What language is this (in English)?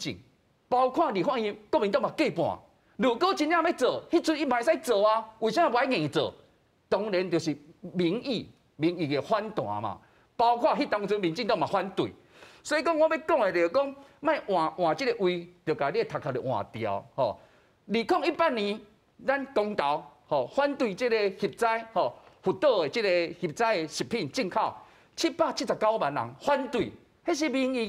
Min Nan Chinese